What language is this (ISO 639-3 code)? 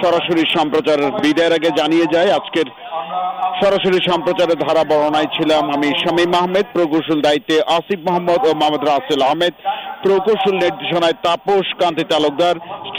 ben